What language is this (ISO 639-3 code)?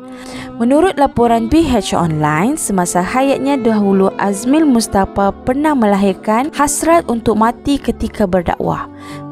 msa